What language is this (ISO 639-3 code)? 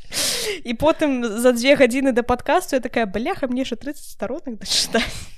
bel